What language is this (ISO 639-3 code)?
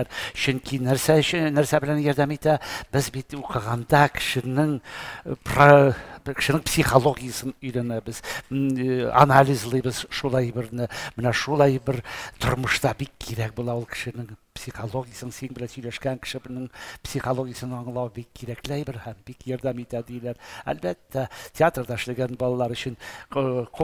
tat